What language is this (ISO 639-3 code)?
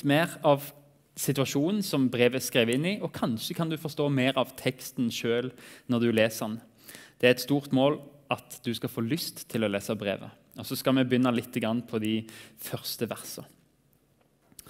nor